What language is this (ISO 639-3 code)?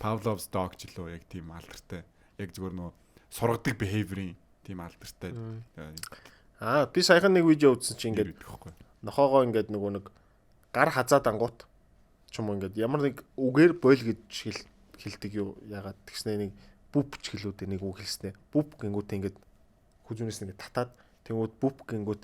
mon